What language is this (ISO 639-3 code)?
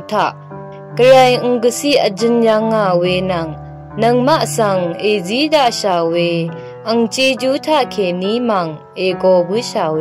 raw